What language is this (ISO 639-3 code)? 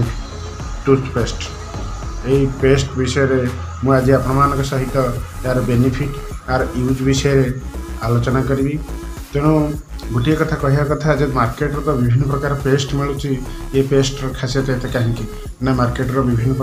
ori